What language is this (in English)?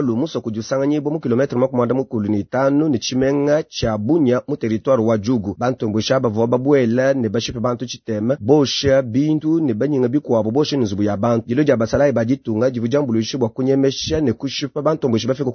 Luba-Lulua